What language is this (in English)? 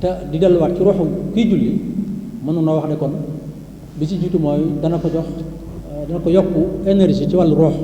Wolof